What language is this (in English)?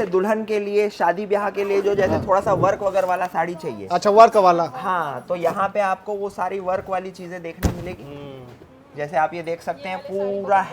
Chhattisgarhi